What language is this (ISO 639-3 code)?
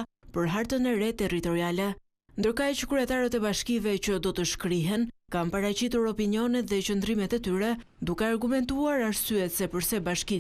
sqi